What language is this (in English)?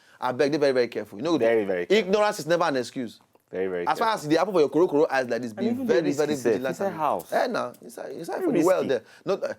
Nigerian Pidgin